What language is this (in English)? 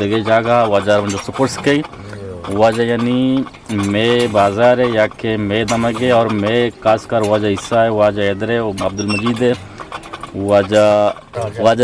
Eastern Balochi